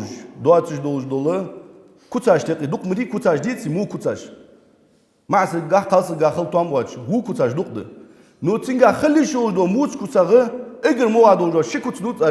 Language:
Ingush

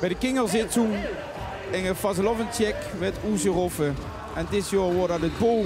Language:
Limburgish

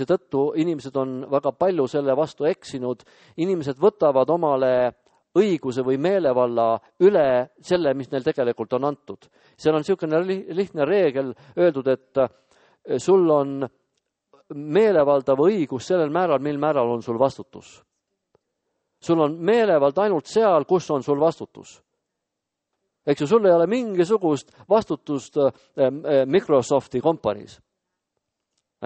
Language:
Estonian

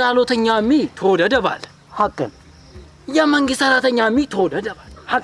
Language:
Amharic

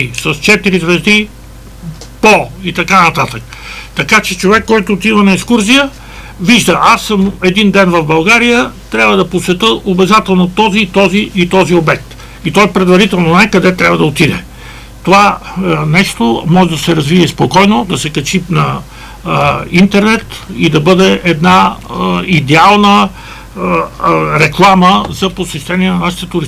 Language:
Bulgarian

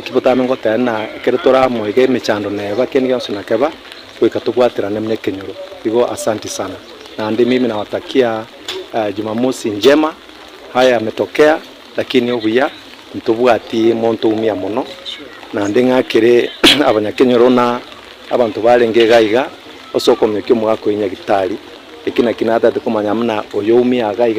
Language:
Gusii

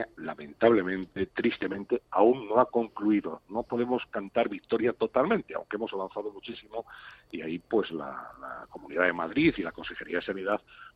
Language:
Spanish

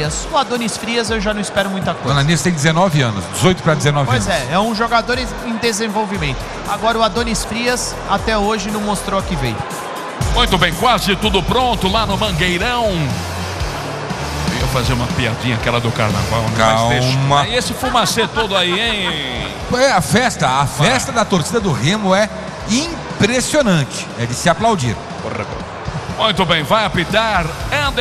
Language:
Portuguese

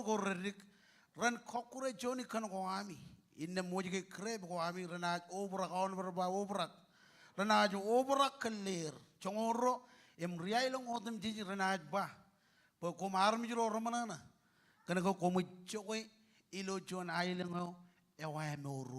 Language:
Marshallese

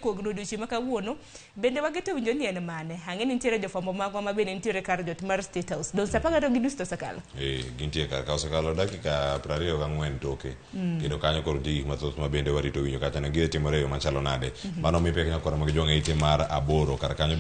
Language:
Luo (Kenya and Tanzania)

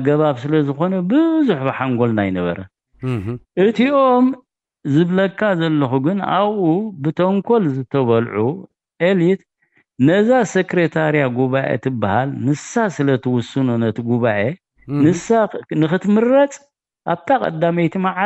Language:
Tigrinya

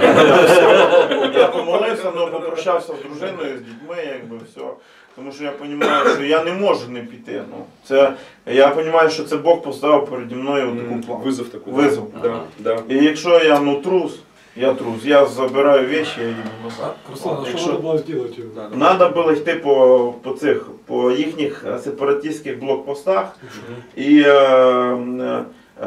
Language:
Ukrainian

